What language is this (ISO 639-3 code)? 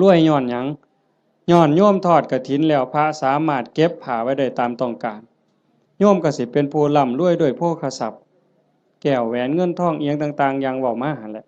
tts